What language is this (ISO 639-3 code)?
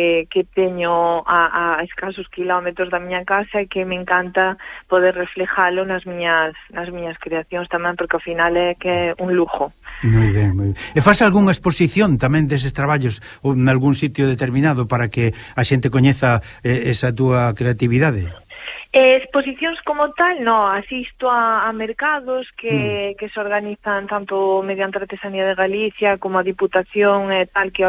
glg